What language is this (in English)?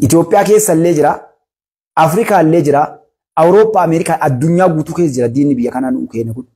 Oromo